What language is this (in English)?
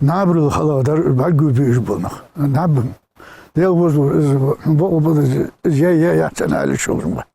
Ingush